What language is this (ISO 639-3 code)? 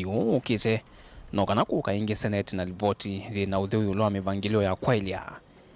kam